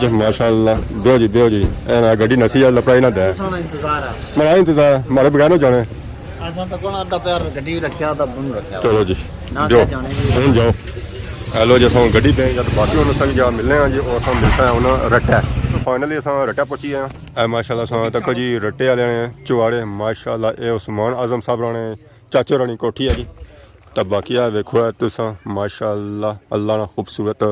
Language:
Pahari-Potwari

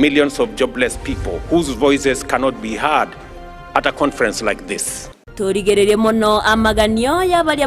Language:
Gusii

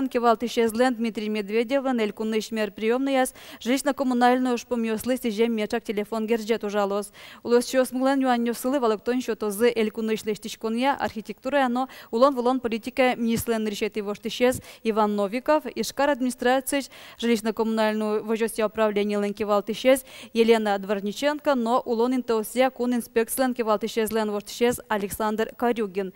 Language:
Udmurt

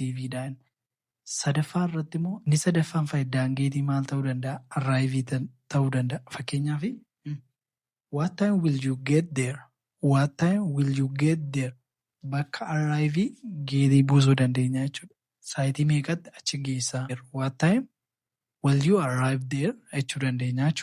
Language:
Oromo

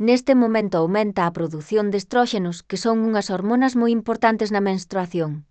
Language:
Galician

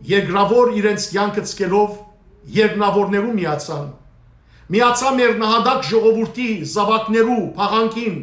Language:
Western Armenian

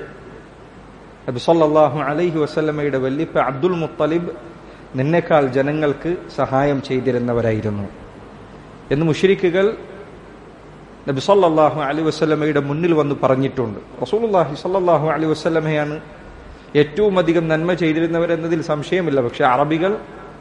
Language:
Malayalam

